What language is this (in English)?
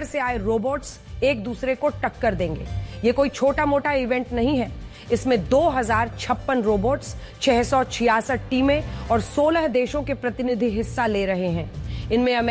Hindi